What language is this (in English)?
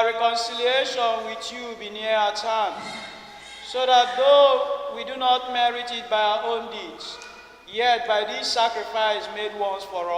Igbo